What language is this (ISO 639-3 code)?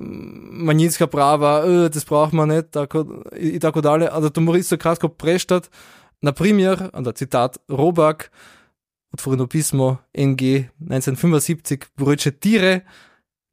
slv